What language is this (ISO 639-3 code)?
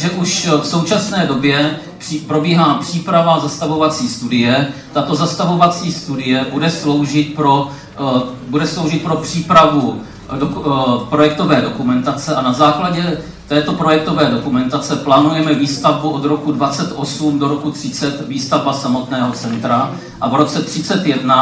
ces